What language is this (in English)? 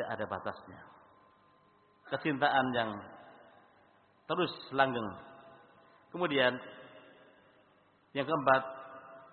Indonesian